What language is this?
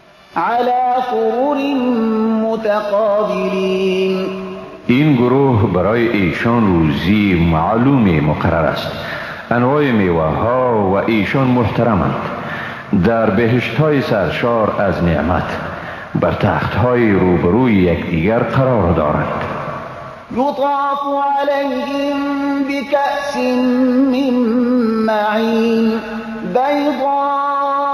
Persian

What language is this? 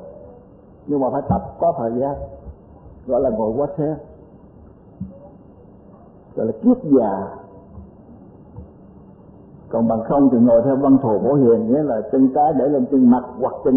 Vietnamese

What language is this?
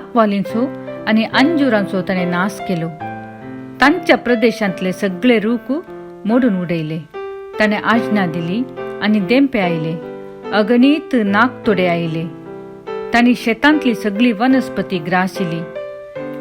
Konkani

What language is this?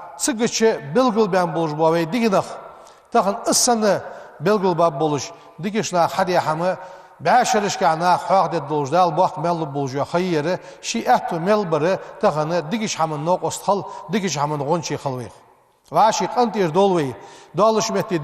Ingush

